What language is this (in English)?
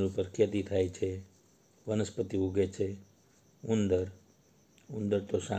Gujarati